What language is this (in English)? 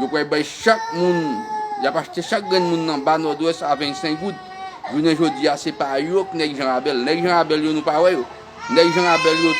Haitian Creole